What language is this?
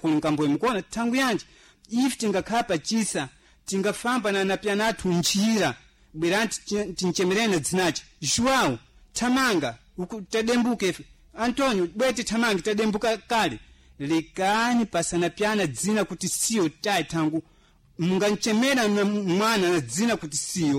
Sena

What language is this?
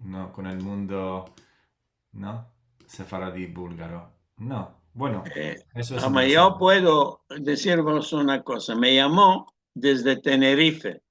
Ladino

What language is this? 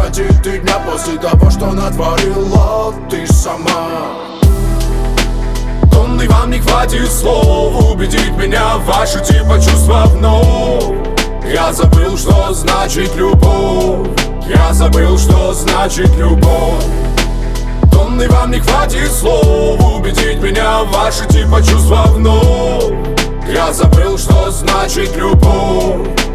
Russian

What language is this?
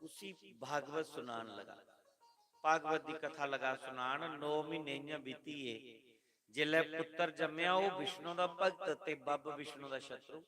Dogri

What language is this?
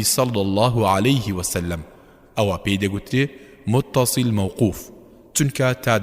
Central Kurdish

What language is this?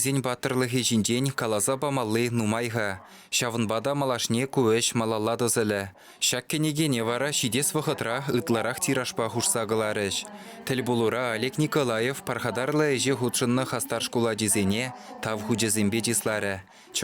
Chuvash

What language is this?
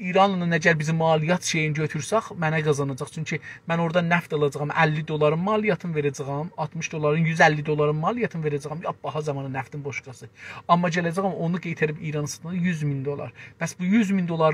South Azerbaijani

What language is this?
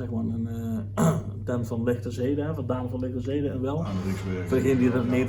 Limburgish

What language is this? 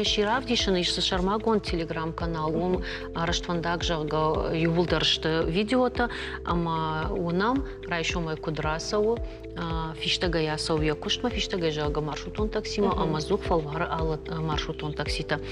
Ossetic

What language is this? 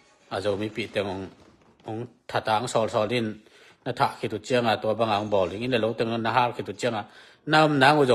Tedim Chin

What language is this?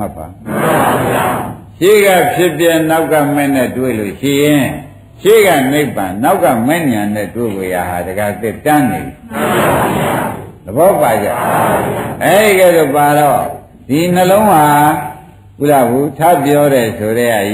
Burmese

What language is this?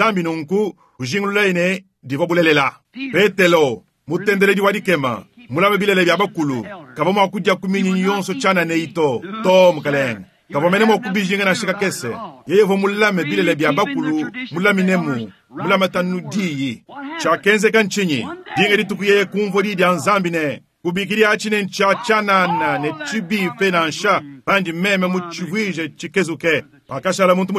Luba-Lulua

